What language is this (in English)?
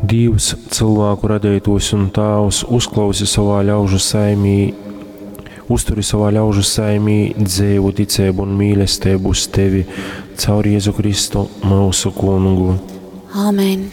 Latgalian